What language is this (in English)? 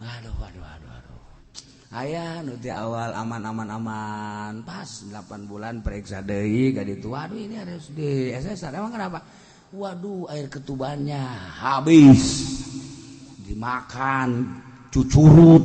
Sundanese